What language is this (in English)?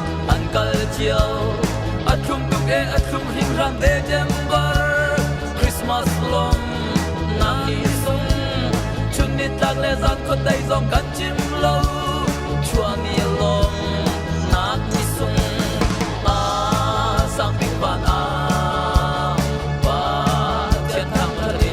Hakha Chin